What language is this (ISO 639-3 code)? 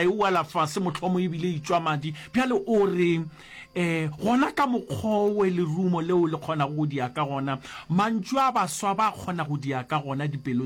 nso